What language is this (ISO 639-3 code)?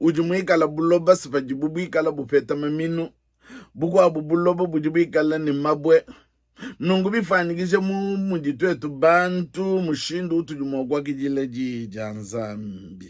lua